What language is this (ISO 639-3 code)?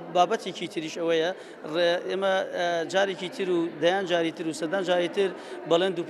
ckb